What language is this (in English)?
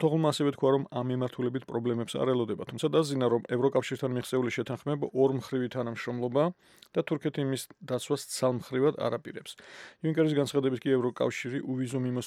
Georgian